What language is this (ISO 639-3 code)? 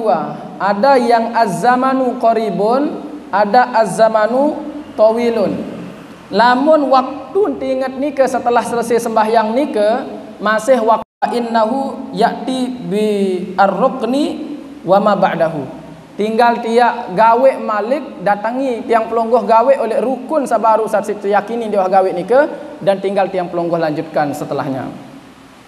sas